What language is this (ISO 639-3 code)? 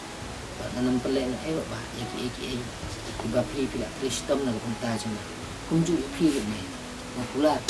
kha